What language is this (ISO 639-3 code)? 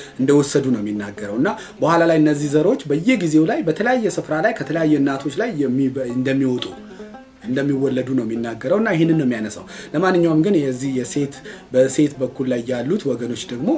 amh